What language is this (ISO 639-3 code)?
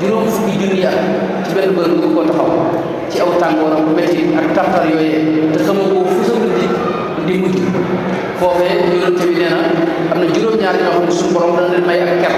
wol